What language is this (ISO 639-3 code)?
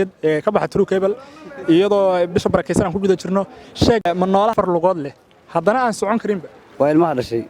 som